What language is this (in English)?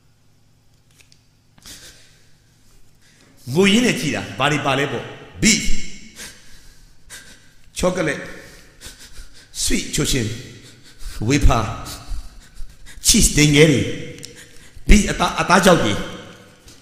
Burmese